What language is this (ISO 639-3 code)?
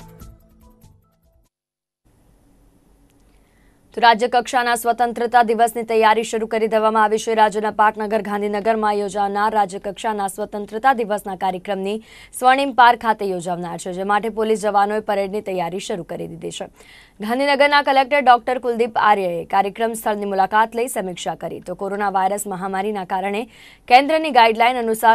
guj